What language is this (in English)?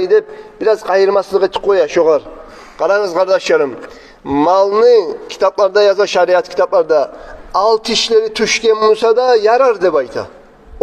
Kumyk